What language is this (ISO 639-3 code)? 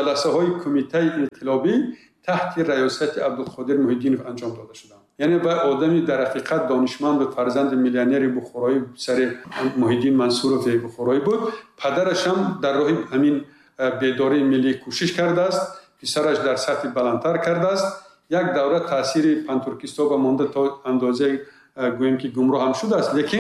tgk